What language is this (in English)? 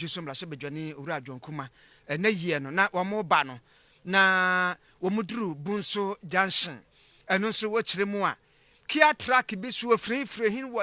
Akan